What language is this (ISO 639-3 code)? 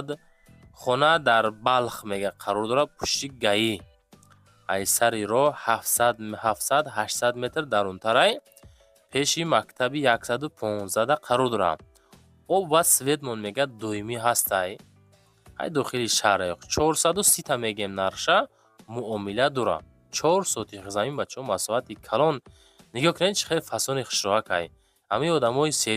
tgk